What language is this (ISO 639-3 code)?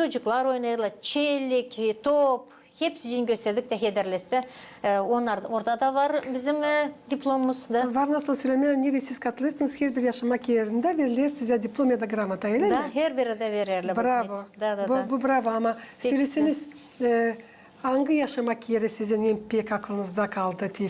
gag